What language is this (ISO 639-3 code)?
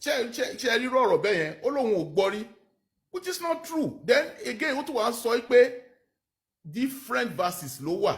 yor